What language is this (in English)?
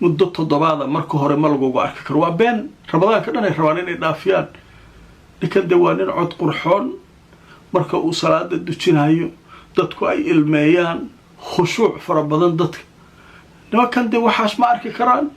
Somali